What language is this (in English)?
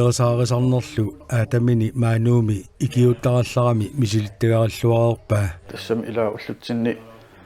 Kalaallisut